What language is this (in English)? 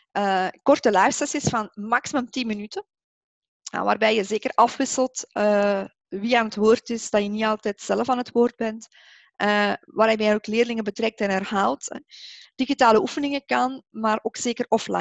Dutch